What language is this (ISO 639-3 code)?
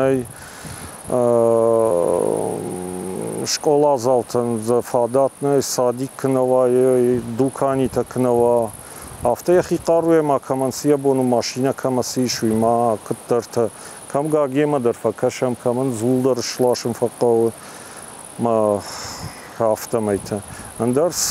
oss